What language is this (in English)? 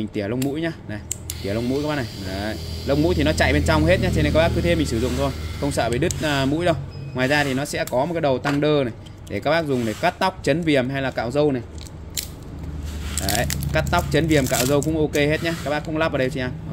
Vietnamese